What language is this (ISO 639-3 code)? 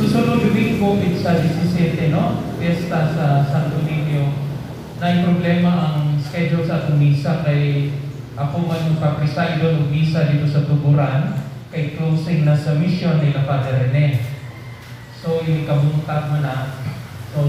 ceb